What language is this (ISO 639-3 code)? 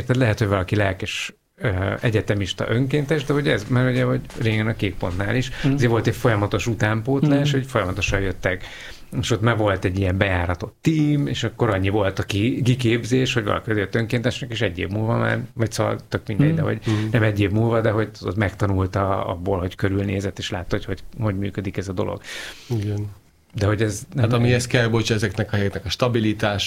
hun